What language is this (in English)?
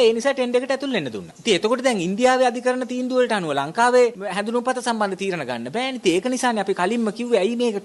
Sinhala